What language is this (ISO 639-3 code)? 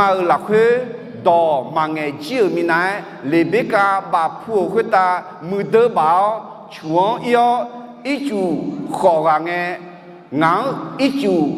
ahk